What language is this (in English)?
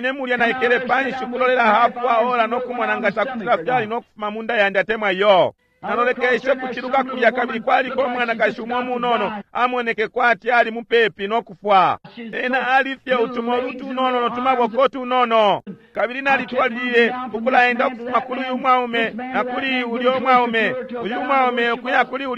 Bemba